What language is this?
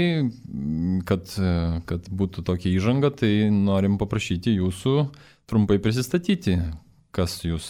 Lithuanian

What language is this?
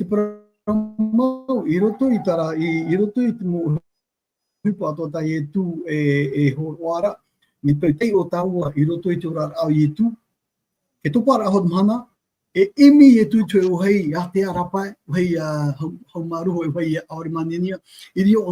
Tahitian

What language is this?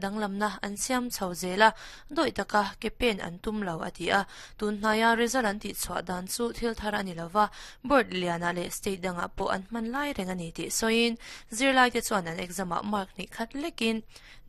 Mizo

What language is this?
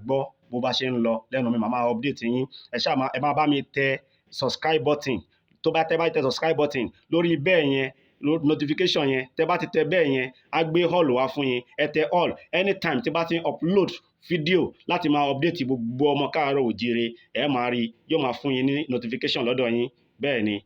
Yoruba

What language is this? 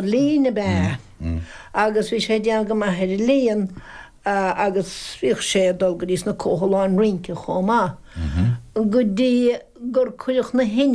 Irish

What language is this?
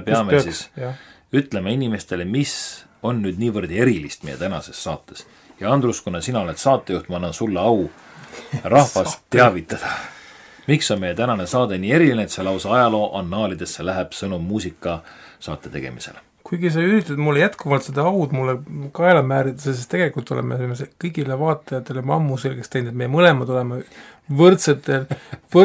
Estonian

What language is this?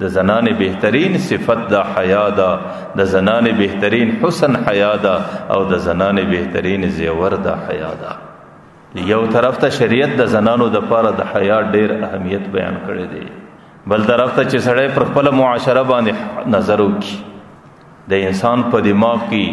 Pashto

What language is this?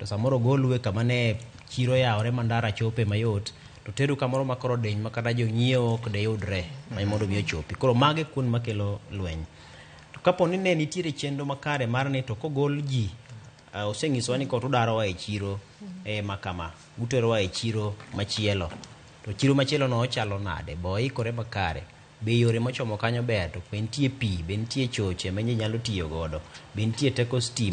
Luo (Kenya and Tanzania)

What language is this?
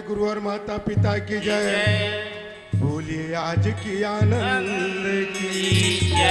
Chhattisgarhi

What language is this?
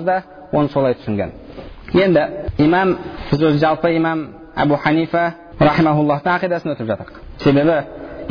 Kazakh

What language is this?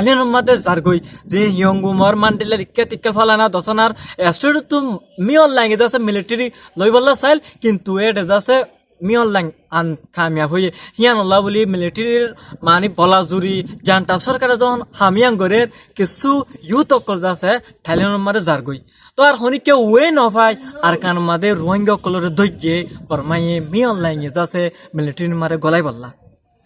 Rohingya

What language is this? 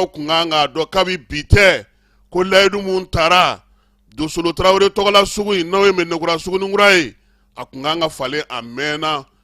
Bambara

